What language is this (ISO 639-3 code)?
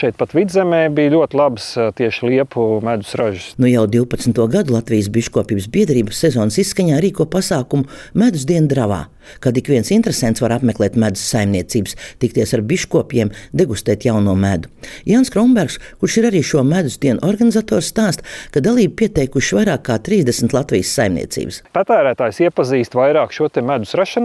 lav